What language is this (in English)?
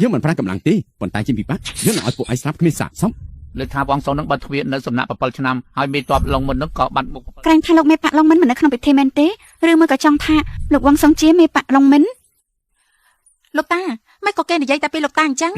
Khmer